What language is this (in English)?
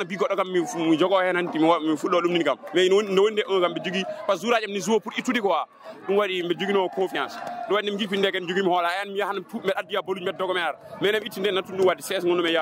Fula